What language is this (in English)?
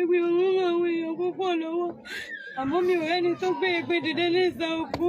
Yoruba